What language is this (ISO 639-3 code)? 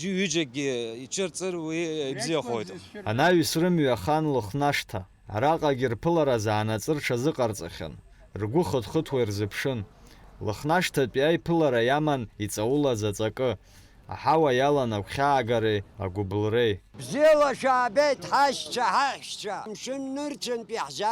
abk